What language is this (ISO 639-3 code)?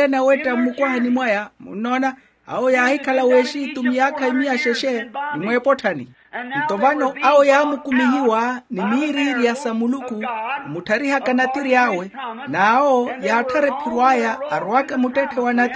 vmw